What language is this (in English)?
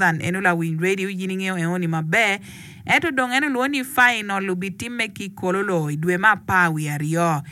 Acoli